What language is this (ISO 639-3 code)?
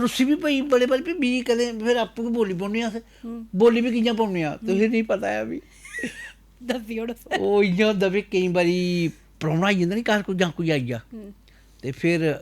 doi